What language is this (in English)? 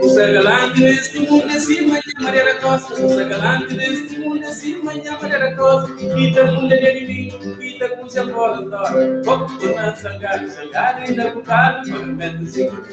Kabuverdianu